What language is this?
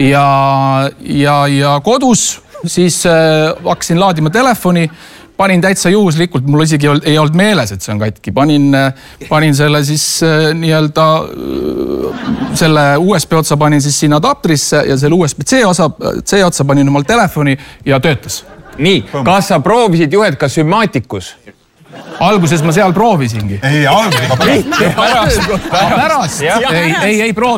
Estonian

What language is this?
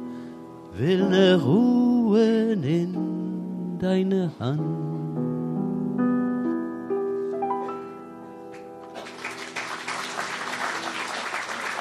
Yiddish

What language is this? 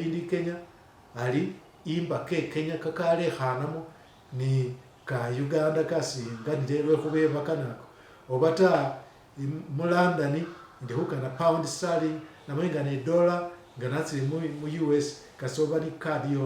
Masaaba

